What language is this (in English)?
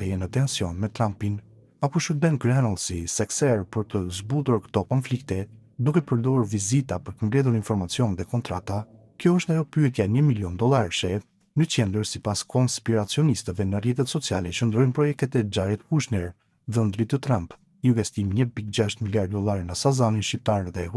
Albanian